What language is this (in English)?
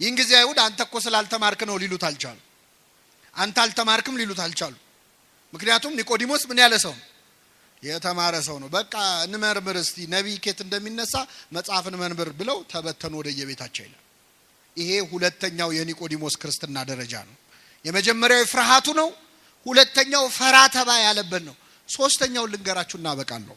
Amharic